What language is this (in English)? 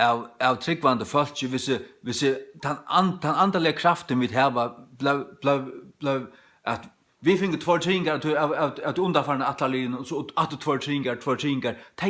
Faroese